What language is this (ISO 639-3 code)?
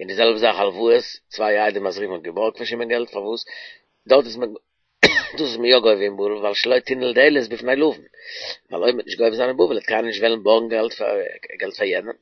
yid